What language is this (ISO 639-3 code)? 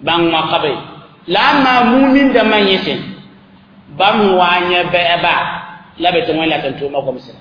mos